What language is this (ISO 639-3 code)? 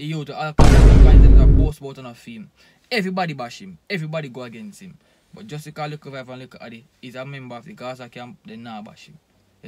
jam